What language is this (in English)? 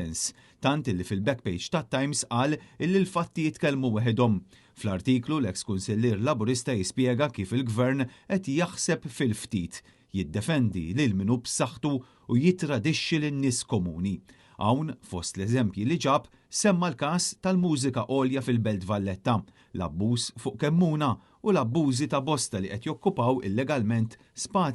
Maltese